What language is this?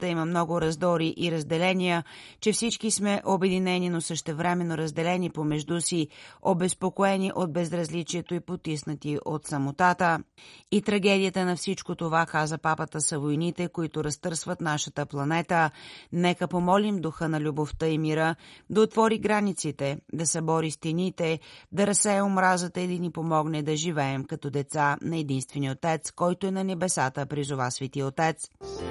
Bulgarian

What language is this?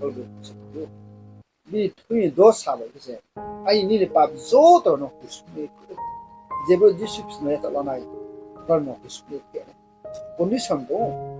Riang (India)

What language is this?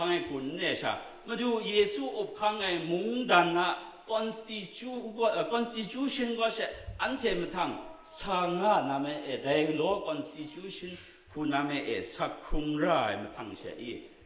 Kachin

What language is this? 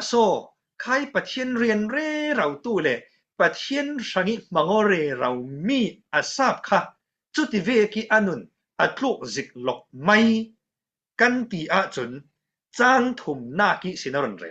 Falam Chin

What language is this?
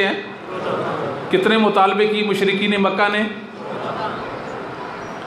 Urdu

